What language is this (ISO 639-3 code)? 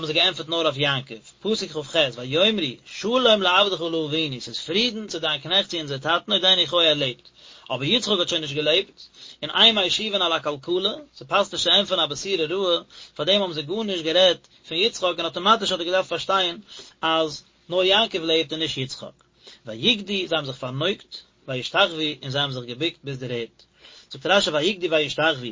yid